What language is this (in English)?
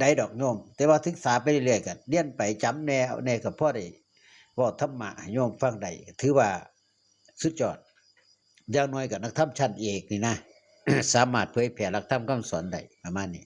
Northeastern Thai